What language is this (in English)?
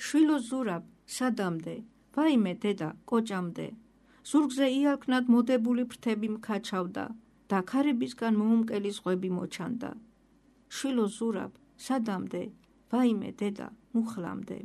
Georgian